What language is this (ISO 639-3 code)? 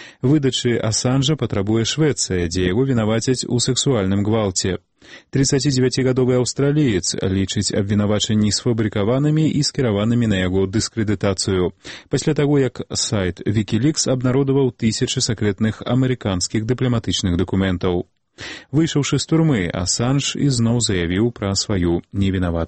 bel